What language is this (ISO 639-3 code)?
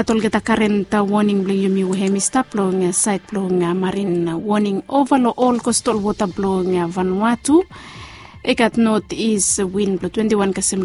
bis